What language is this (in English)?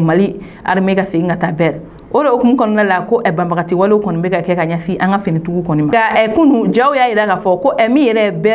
Bambara